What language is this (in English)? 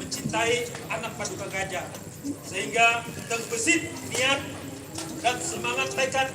Banjar